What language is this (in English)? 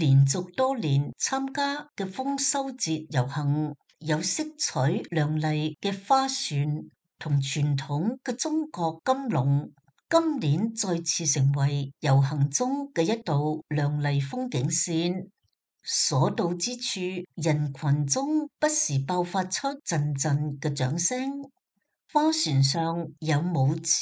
Cantonese